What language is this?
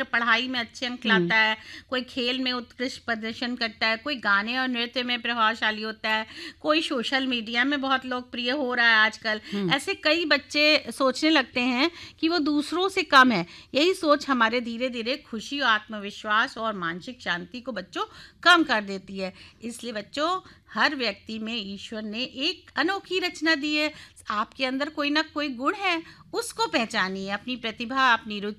Hindi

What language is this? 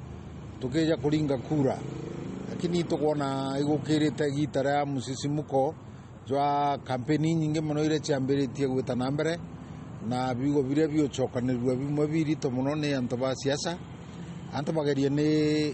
Meru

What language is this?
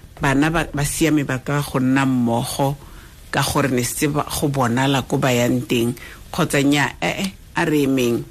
Tswana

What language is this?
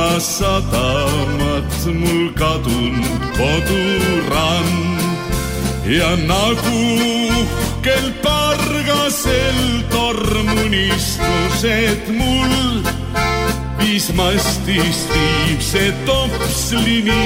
Estonian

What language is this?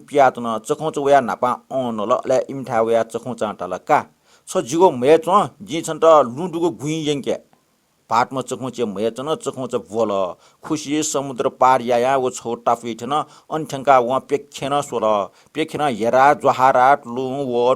Newari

